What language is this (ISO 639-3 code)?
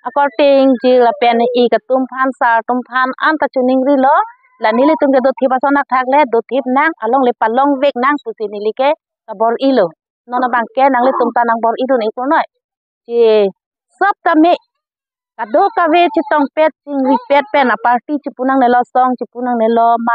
mjw